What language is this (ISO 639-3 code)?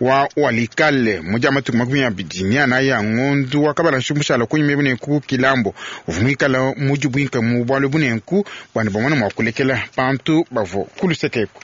lua